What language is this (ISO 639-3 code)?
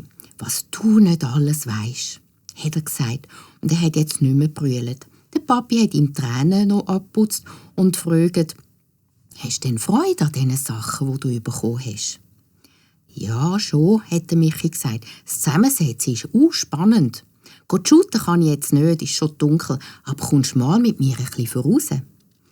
gsw